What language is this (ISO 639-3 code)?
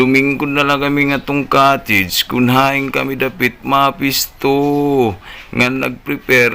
war